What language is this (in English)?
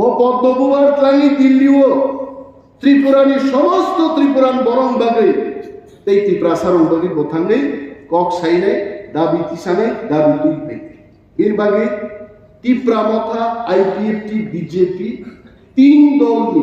Kok Borok